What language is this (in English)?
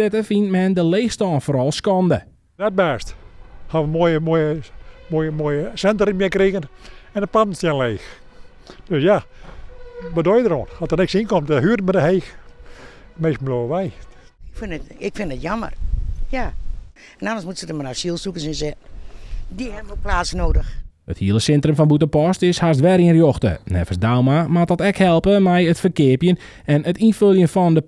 Western Frisian